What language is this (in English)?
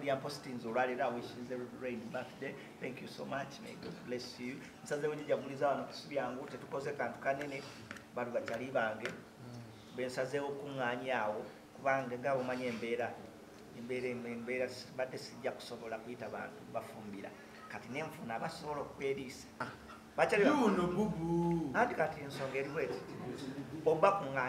Ganda